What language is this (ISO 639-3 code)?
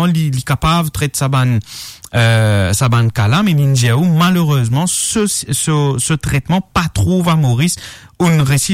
mfe